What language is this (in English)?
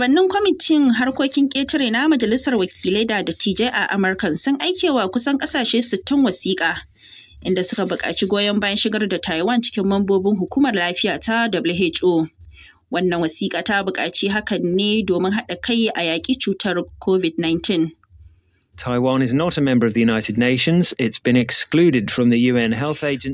Hausa